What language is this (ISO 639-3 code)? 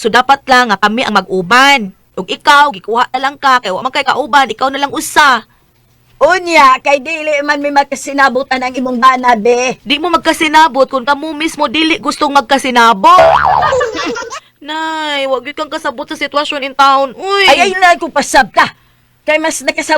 ceb